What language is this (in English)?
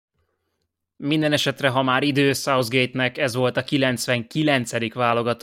Hungarian